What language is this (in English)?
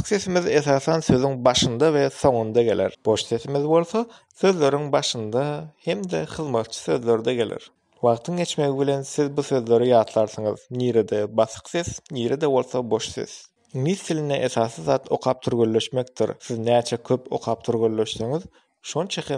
Turkmen